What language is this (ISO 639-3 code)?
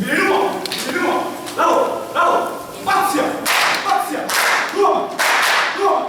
smo